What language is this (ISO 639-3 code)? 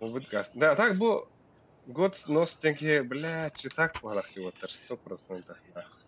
sah